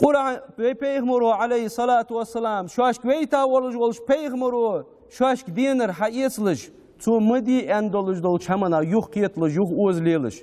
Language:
Ingush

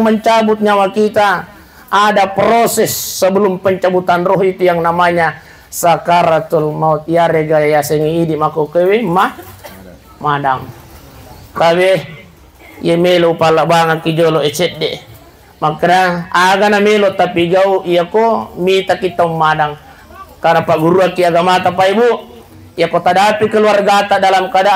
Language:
Buginese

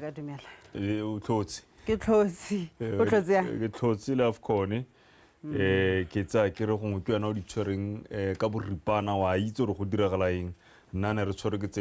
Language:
Tswana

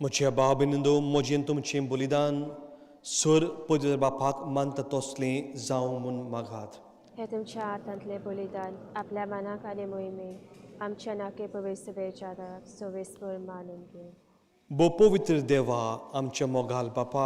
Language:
Konkani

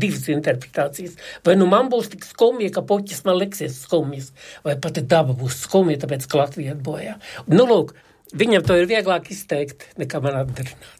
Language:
Latvian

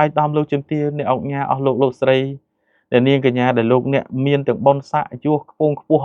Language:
Khmer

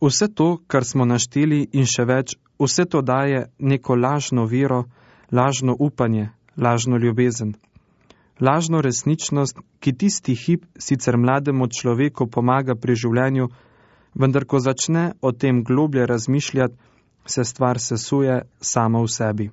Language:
Slovenian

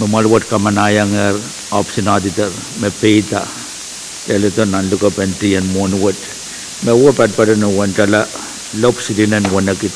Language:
Pohnpeian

